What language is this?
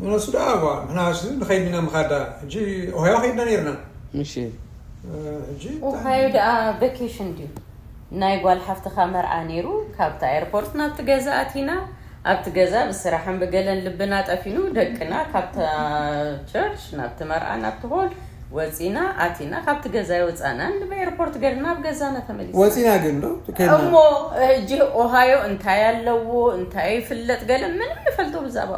Tigrinya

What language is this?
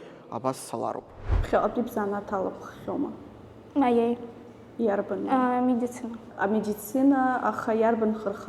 Abkhazian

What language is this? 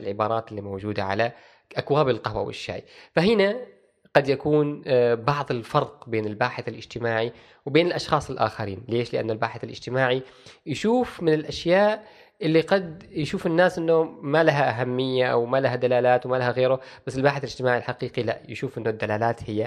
Gulf Arabic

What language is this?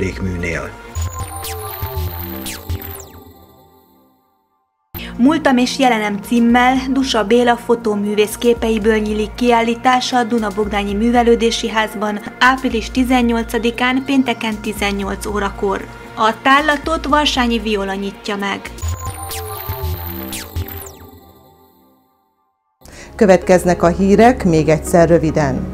Hungarian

